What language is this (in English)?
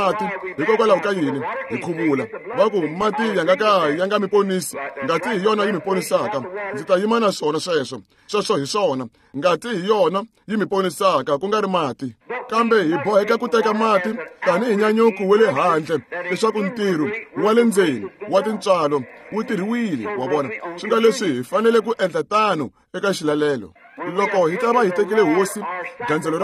Tsonga